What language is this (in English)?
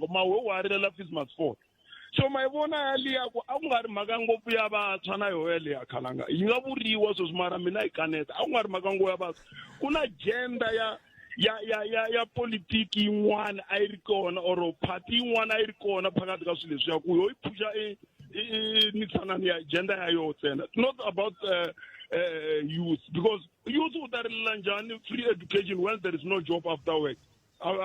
Tsonga